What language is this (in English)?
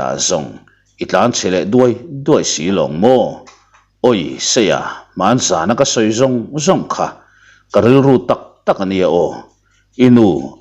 Mizo